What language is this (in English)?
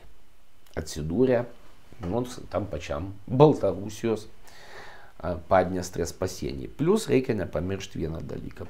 Lithuanian